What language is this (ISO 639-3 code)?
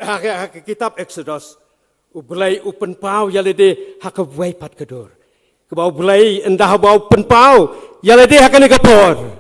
kha